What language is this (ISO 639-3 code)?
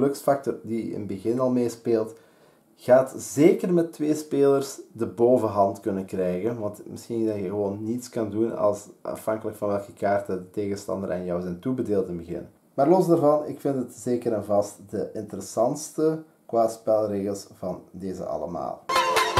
nld